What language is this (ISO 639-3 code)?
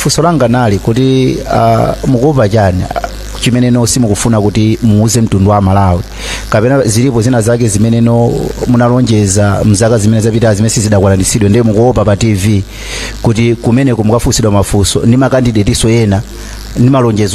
nya